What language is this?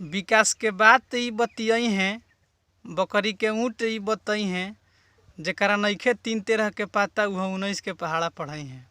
Bhojpuri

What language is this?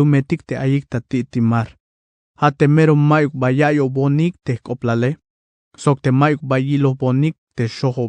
Tzeltal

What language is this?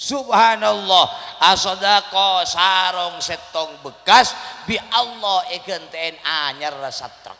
Madurese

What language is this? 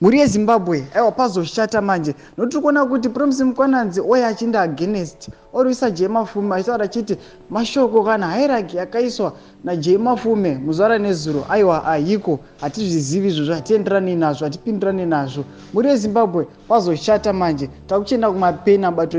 Shona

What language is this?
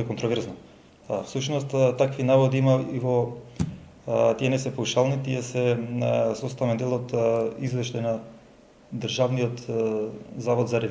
Macedonian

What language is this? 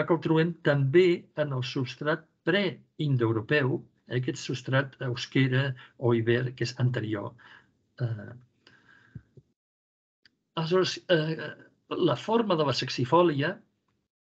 Catalan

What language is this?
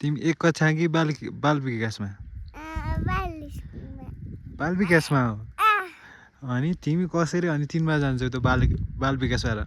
Nepali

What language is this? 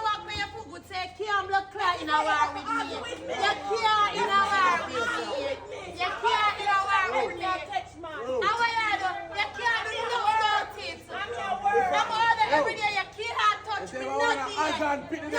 Jamaican Creole English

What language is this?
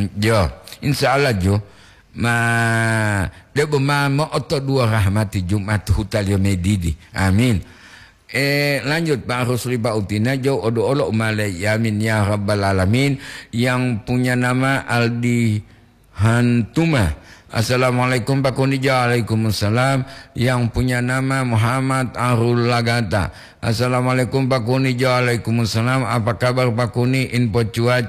Gorontalo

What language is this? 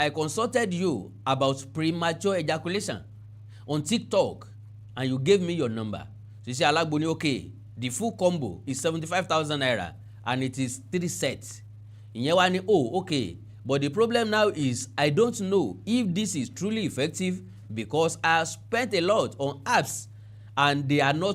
Yoruba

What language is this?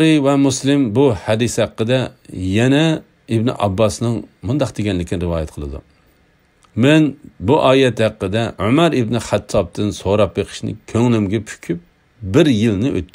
Uyghur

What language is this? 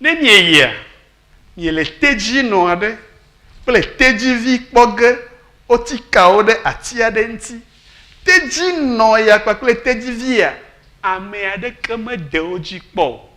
Ewe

